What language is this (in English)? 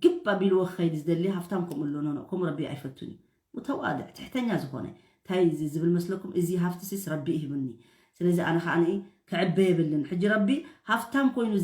Tigrinya